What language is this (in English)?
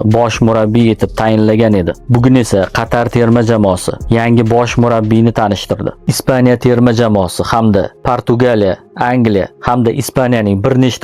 Uzbek